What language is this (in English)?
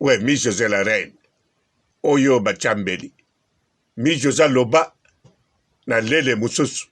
Lingala